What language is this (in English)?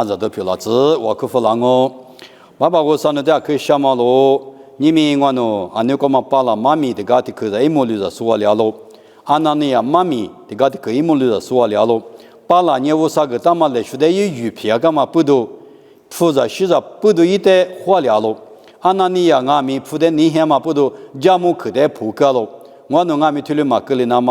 Lisu